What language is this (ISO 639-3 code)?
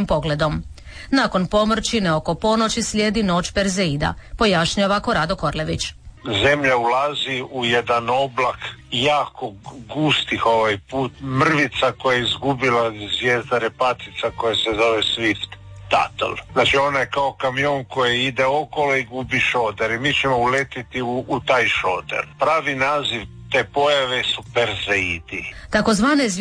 hrv